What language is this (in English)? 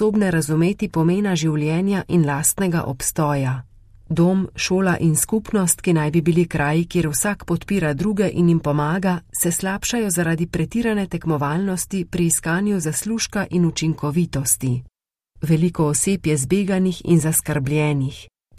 Slovenian